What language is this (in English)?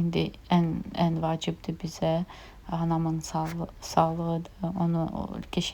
Azerbaijani